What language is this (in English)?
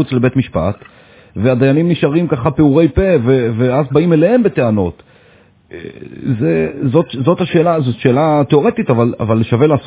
Hebrew